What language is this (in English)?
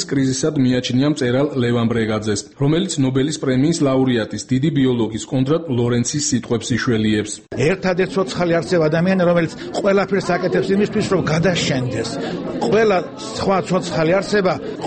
Georgian